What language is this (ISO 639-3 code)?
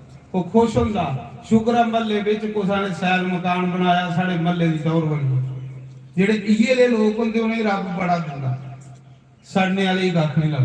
doi